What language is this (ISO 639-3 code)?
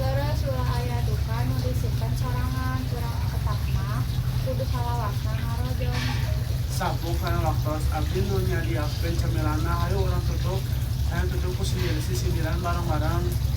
sun